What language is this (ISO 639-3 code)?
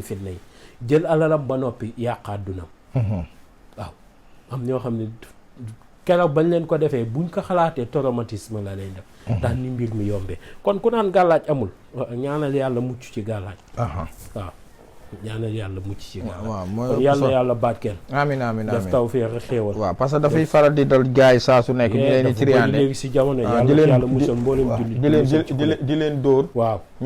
wol